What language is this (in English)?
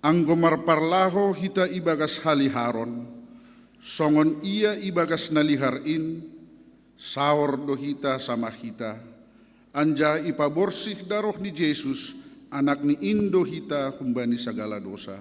Batak Simalungun